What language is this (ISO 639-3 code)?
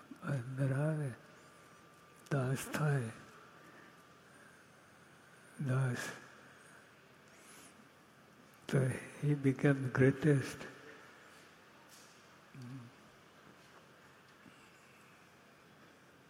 guj